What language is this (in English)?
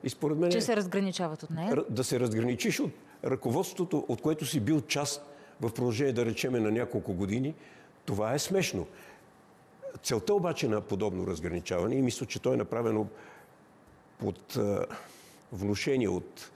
Bulgarian